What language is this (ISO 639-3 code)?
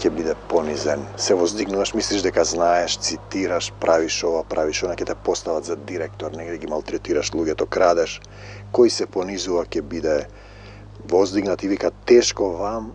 mkd